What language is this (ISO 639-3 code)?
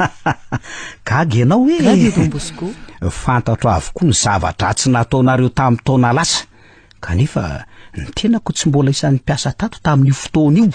mlg